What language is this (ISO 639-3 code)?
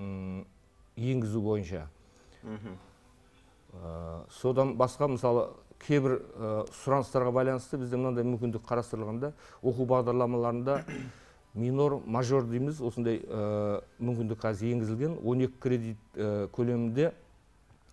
kaz